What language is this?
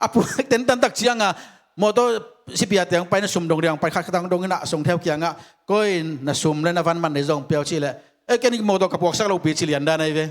Tedim Chin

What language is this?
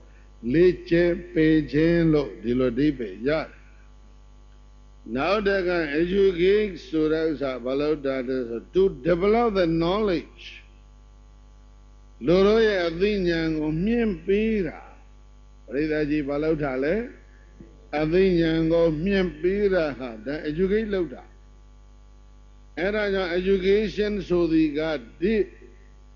Burmese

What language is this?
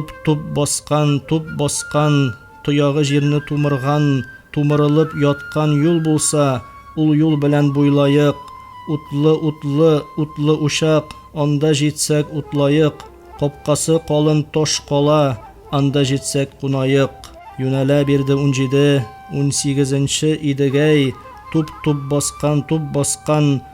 Tatar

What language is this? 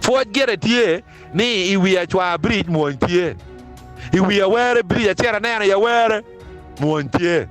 Acoli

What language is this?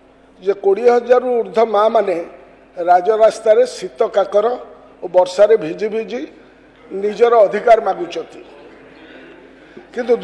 Odia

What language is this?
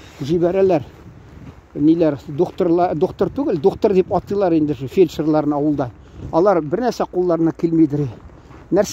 Tatar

